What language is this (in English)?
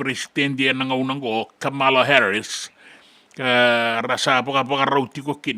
Fijian